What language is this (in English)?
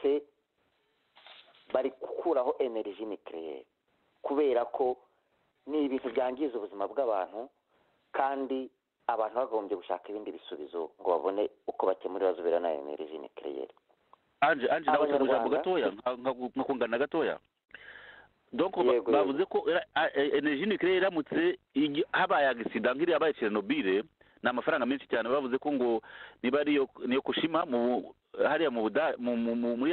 Kinyarwanda